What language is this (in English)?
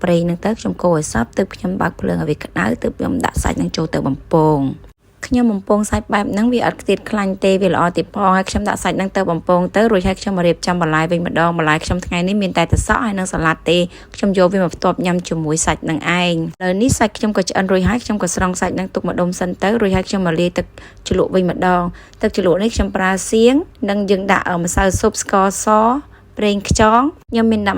Khmer